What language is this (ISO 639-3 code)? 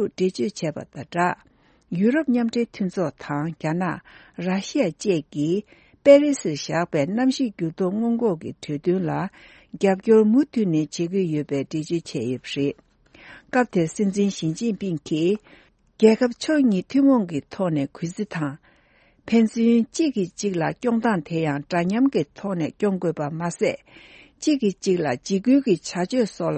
bod